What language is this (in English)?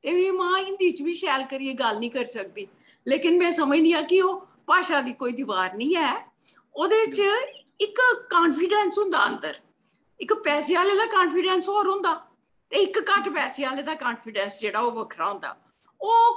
Dogri